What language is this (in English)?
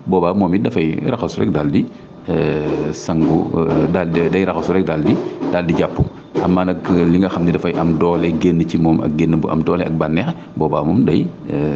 Wolof